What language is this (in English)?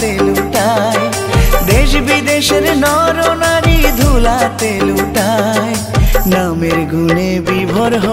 Bangla